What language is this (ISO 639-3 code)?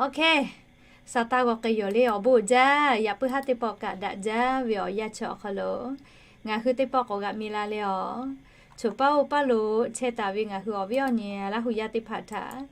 lhu